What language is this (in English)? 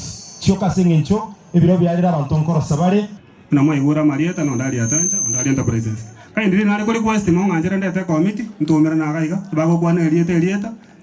Gusii